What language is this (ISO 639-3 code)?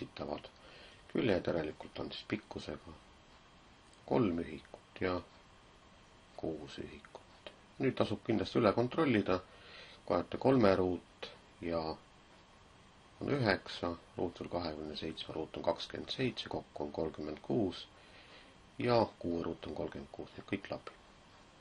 est